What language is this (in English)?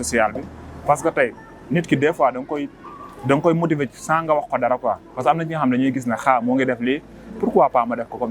Wolof